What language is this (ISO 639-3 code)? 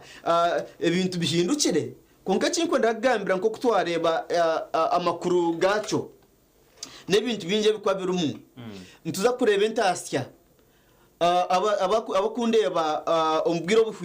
nyn